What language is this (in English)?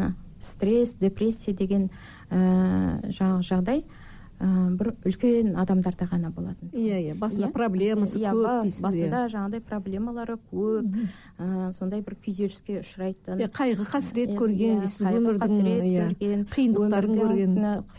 Kazakh